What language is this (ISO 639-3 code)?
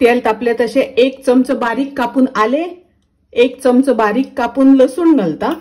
kok